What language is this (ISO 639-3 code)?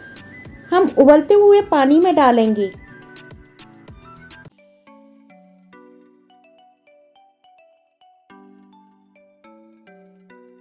hin